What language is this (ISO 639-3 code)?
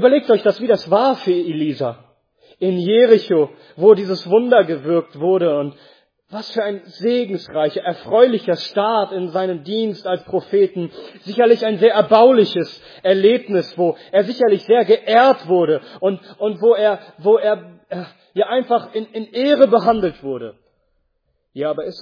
deu